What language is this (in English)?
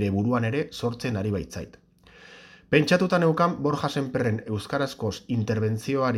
Basque